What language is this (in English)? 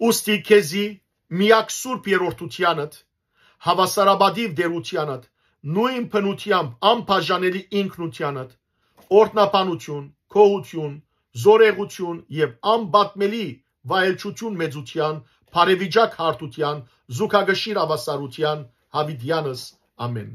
Western Armenian